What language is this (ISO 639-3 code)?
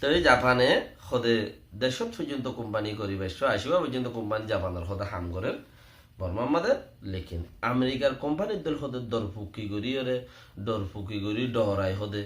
rhg